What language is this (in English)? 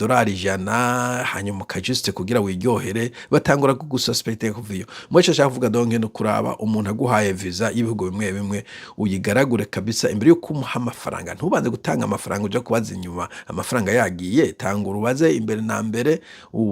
Rundi